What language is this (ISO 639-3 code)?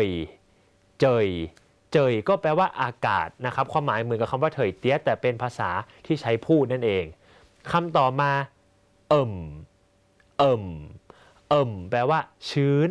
tha